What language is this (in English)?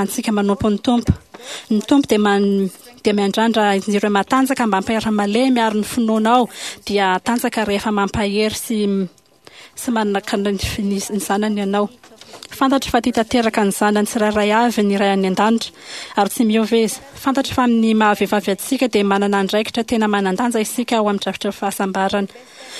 Malagasy